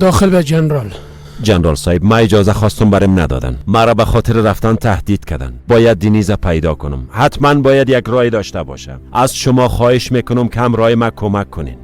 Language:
Persian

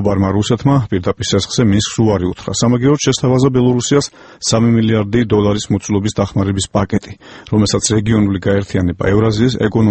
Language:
Georgian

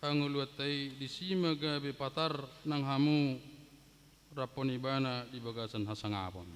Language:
Batak Toba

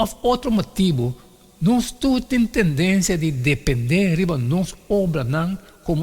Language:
Papiamento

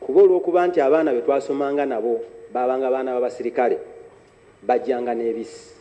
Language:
Ganda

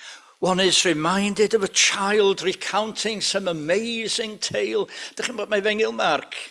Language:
Welsh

